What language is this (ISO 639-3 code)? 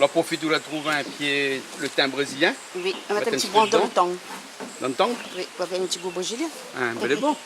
rcf